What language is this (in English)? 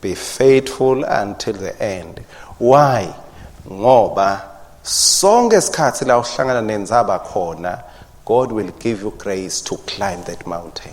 Swati